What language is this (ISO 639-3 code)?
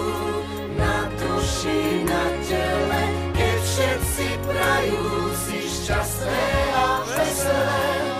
slk